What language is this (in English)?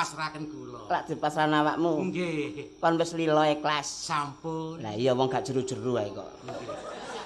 Javanese